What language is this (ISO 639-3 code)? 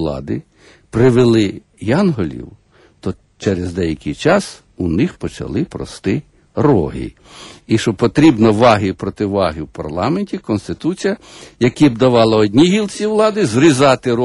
ukr